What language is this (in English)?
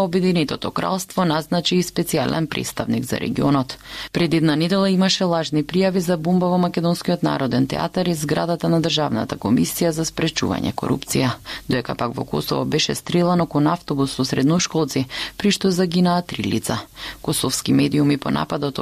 Macedonian